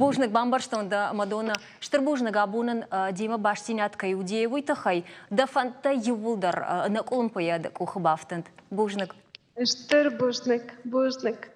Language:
Ossetic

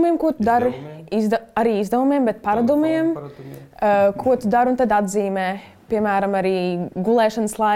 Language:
Latvian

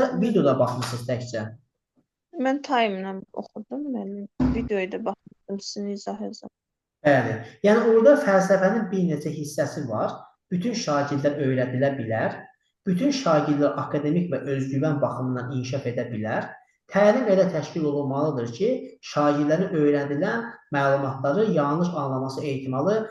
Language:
Azerbaijani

